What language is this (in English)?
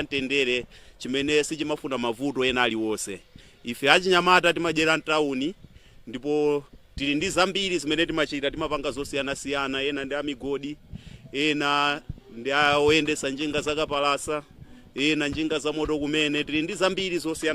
Nyanja